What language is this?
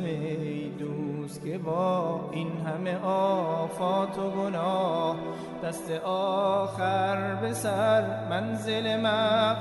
Persian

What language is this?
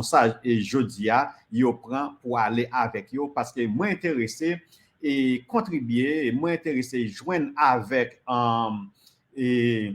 Haitian Creole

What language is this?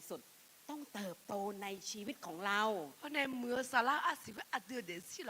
Akha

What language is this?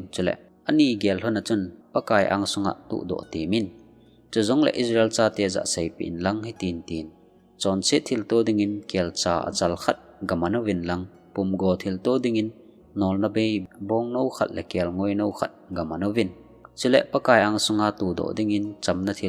Thado Chin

